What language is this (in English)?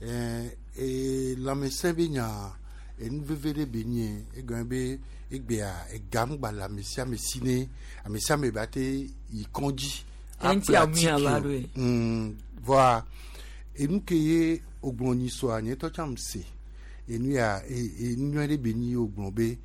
Gen